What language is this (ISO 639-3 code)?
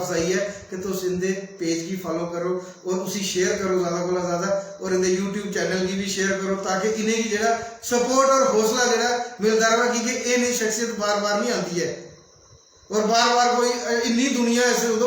doi